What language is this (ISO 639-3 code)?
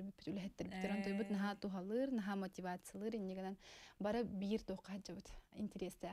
sah